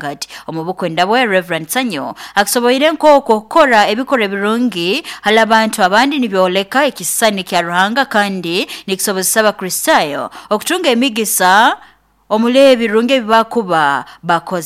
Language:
Nyoro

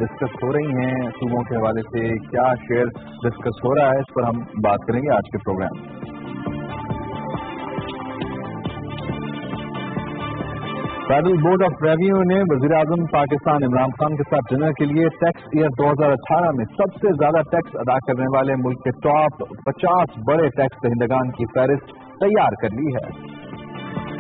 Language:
Urdu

